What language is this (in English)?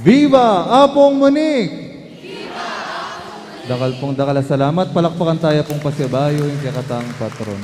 Pampanga